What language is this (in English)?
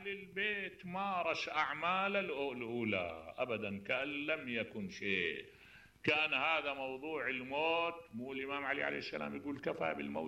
Mesopotamian Arabic